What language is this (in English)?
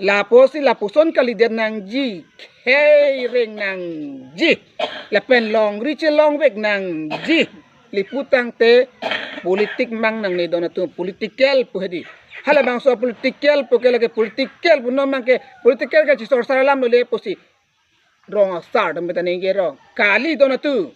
Karbi